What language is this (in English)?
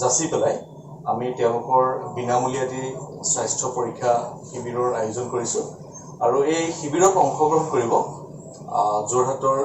Assamese